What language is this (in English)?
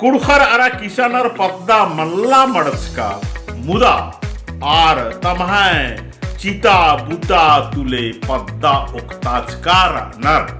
Kurukh